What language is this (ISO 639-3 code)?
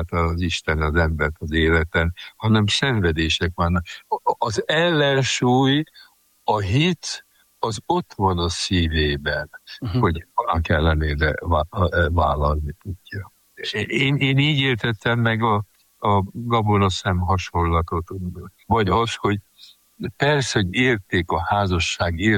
hun